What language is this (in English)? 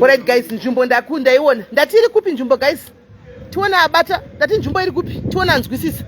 Shona